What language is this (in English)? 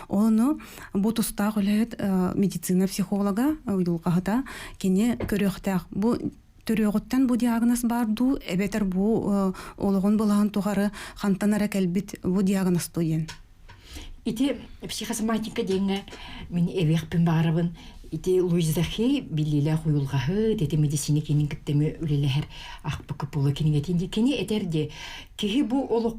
Yakut